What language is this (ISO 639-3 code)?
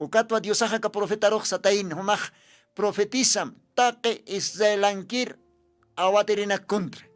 aym